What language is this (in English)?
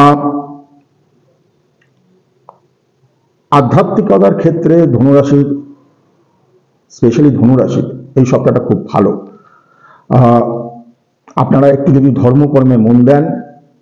Bangla